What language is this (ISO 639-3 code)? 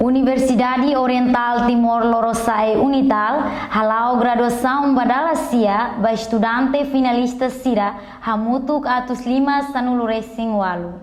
tet